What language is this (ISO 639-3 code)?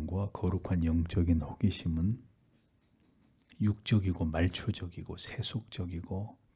kor